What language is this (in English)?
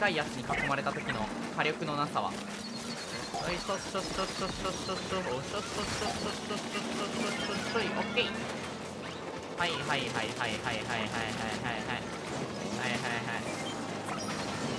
Japanese